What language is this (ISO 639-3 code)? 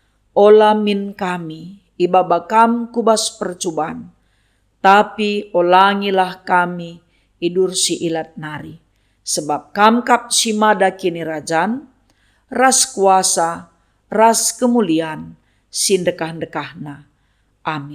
btx